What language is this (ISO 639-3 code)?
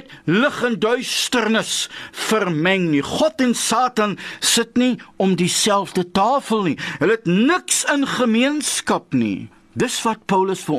afr